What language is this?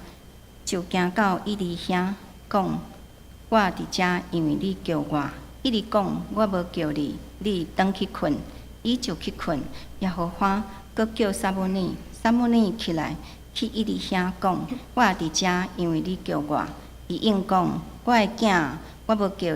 Min Nan Chinese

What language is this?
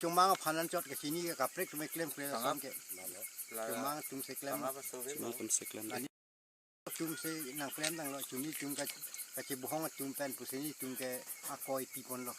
Karbi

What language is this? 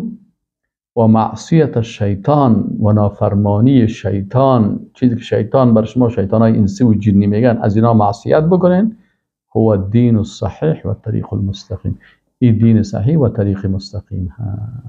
Persian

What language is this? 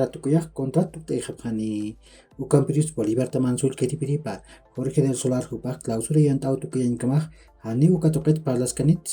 Aymara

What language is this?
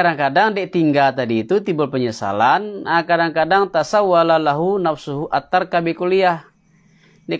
Minangkabau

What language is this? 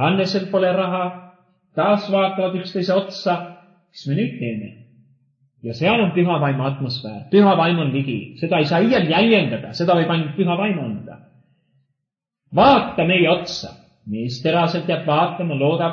Estonian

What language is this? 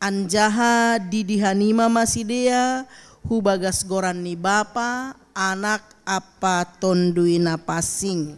Batak Simalungun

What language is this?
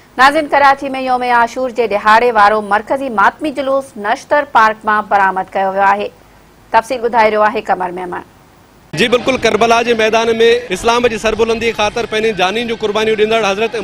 Sindhi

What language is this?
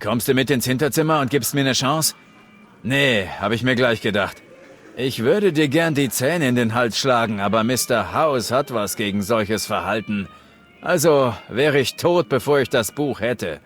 Bavarian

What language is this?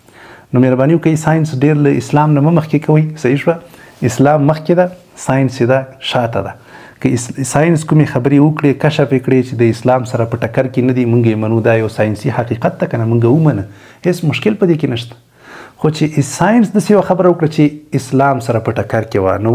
Pashto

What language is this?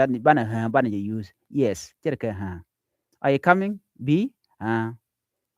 Nuer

